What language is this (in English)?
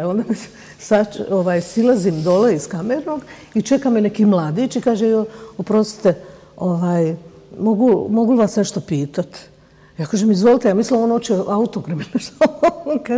Bosnian